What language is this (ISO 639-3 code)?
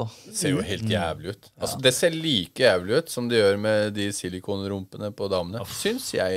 nor